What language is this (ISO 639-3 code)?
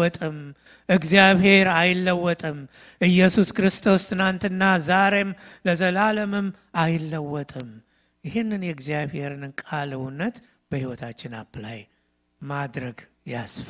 amh